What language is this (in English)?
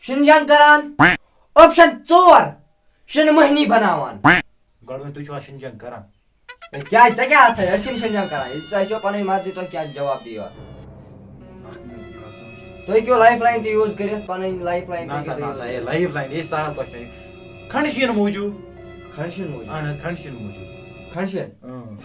Kashmiri